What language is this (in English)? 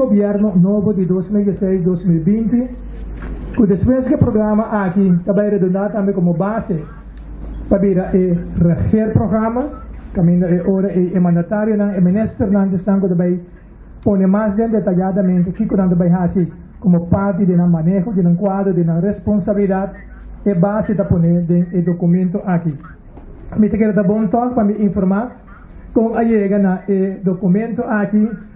Papiamento